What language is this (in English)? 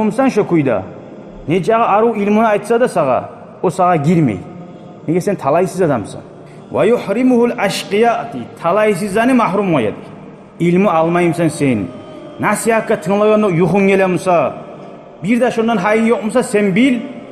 Kumyk